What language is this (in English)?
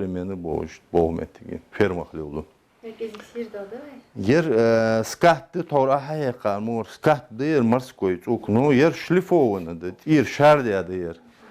Ingush